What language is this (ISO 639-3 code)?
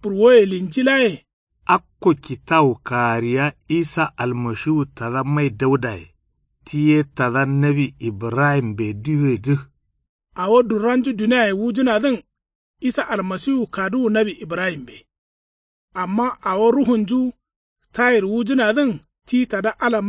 kau